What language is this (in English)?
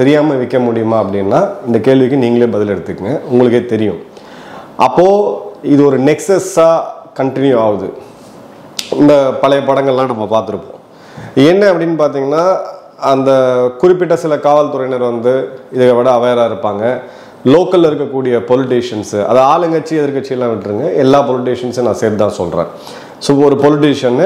Tamil